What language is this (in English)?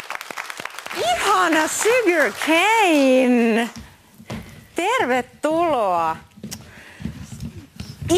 Finnish